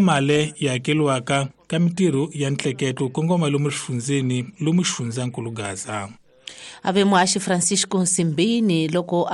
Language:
Tsonga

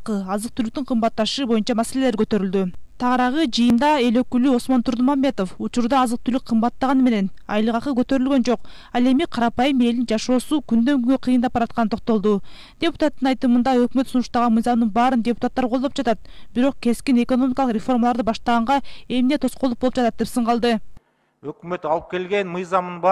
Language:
Kyrgyz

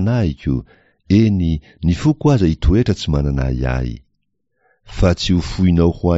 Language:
Malagasy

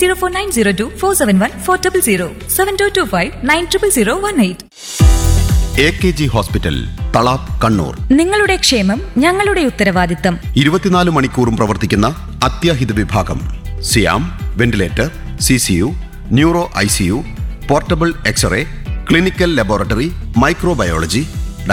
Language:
Malayalam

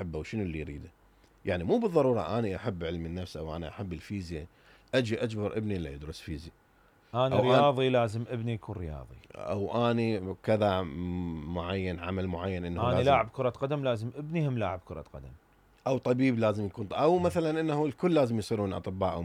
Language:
Mesopotamian Arabic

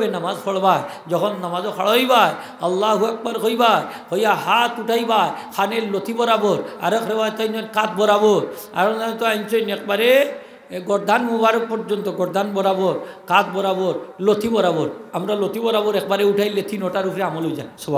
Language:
Sylheti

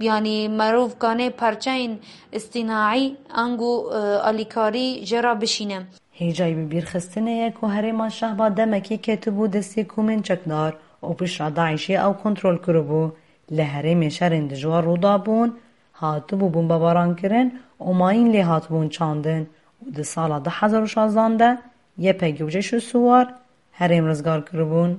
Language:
Kurdish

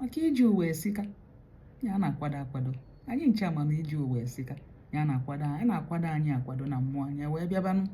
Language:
Igbo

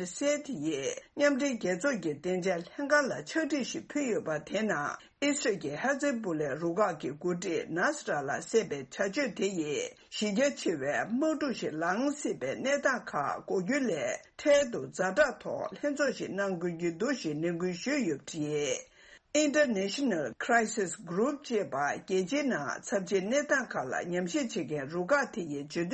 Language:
Tibetan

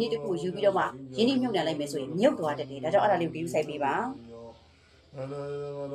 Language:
Burmese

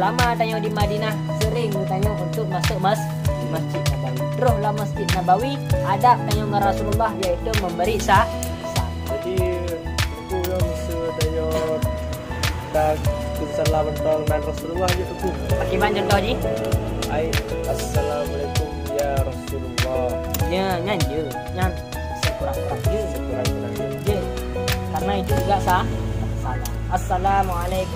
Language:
Achinese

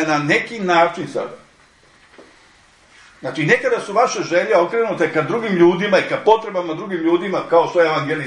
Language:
Serbian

